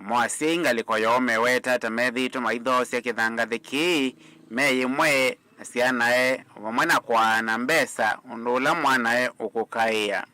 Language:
Kamba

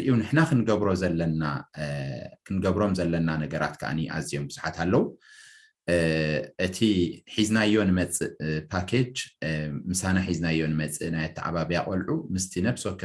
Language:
Tigrinya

